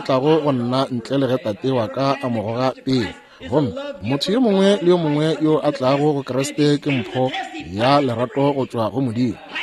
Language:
Northern Sotho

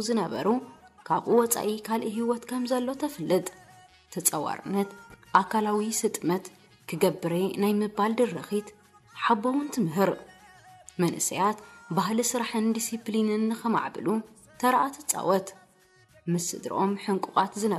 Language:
Tigrinya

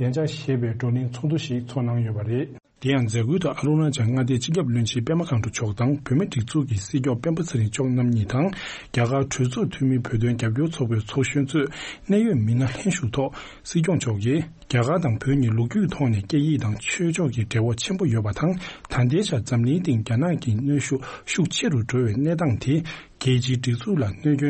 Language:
Tibetan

